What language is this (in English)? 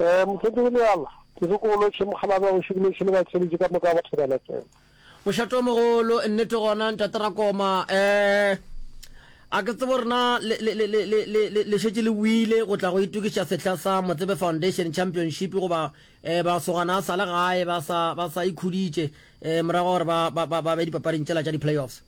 Northern Sotho